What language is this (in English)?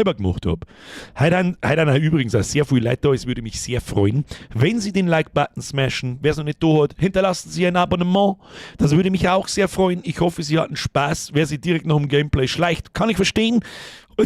Bavarian